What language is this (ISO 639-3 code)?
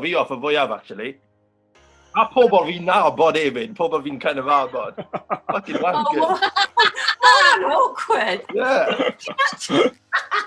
cym